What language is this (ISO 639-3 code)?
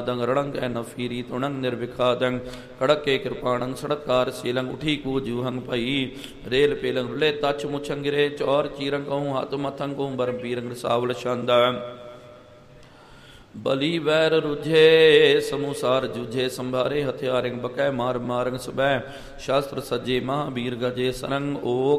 pan